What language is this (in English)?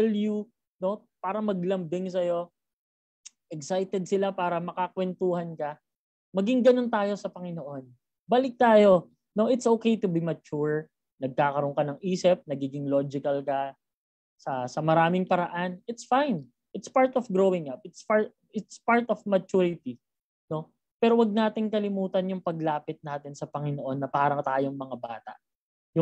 Filipino